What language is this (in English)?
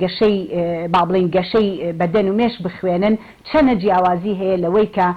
Central Kurdish